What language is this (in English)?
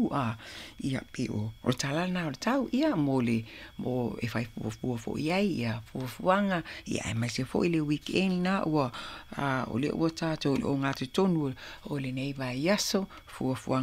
Samoan